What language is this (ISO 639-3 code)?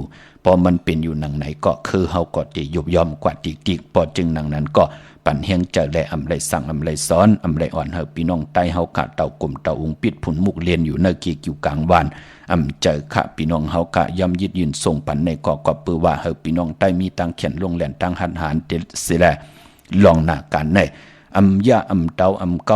shn